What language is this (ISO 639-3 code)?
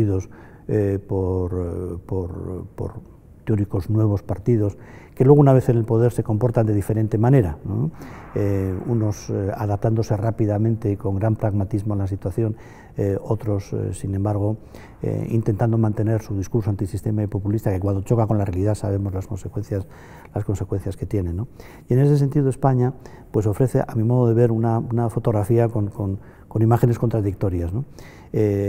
spa